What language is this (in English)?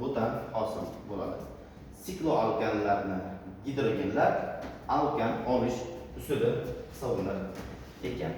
Uzbek